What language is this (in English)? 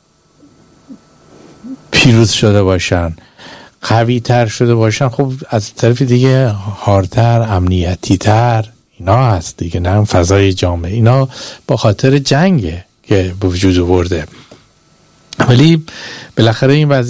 Persian